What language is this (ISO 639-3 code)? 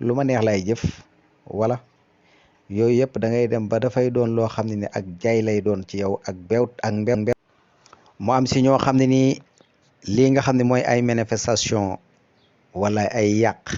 wol